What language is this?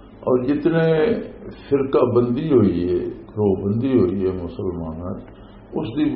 Western Panjabi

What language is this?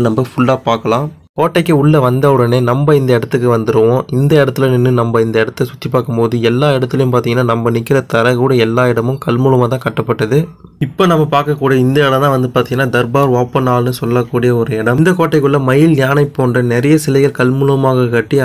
Tamil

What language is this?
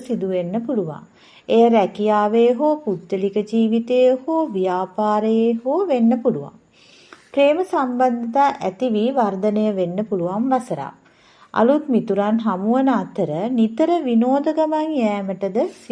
Sinhala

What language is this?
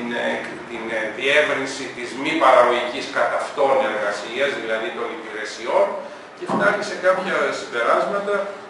Greek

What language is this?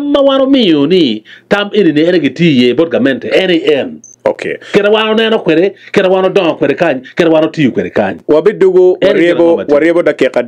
Acoli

